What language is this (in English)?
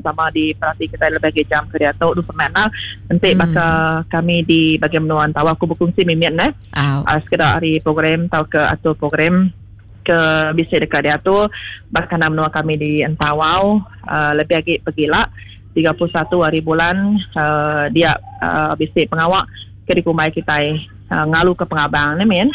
Iban